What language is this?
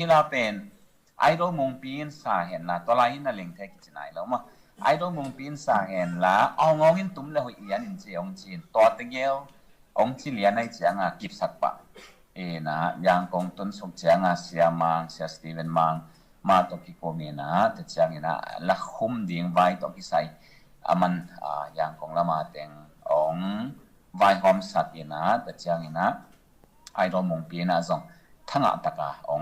Tedim Chin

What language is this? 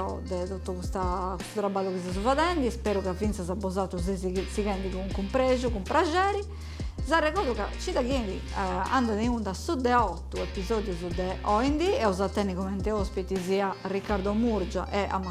Sardinian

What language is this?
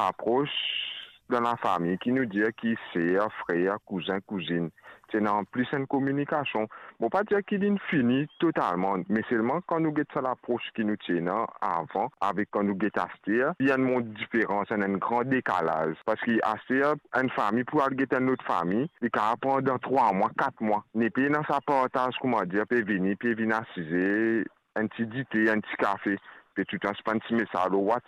Morisyen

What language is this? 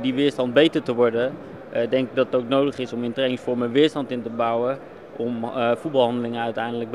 Dutch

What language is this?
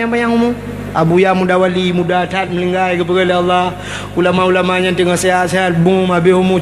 Achinese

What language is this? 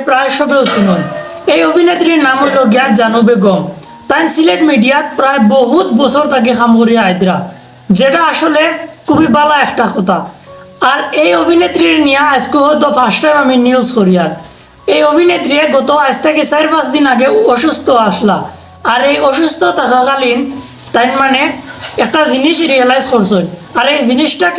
Sylheti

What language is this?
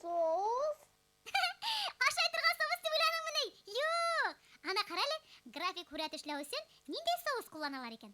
Bashkir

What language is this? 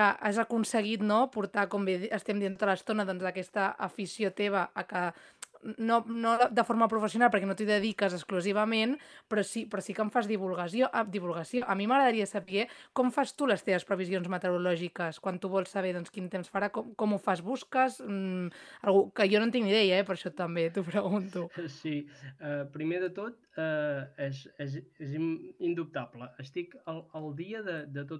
Catalan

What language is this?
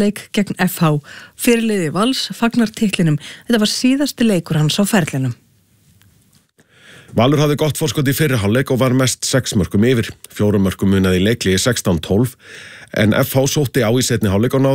Icelandic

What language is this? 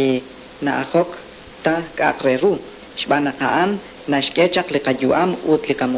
Kekchí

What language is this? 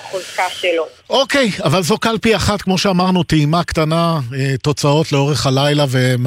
Hebrew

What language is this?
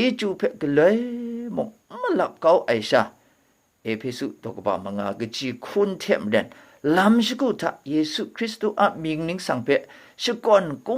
Kachin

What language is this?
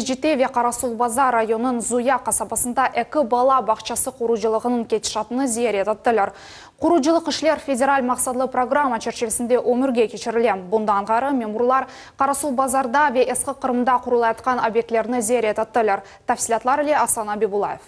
Crimean Tatar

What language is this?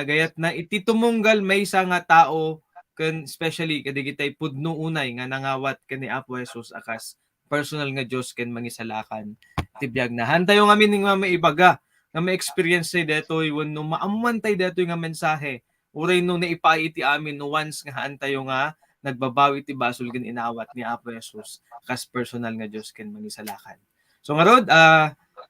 Iloko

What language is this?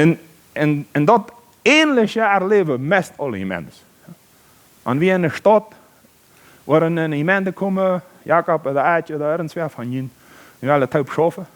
Plautdietsch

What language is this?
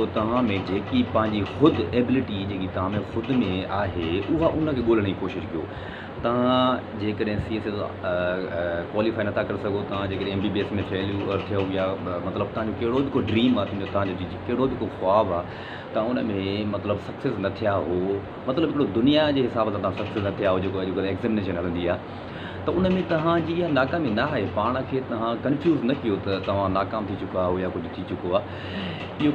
Sindhi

